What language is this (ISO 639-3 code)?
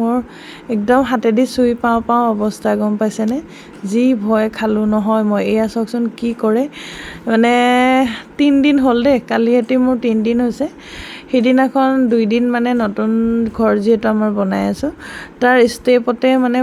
asm